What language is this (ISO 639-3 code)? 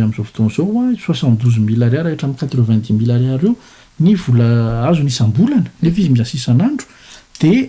mlg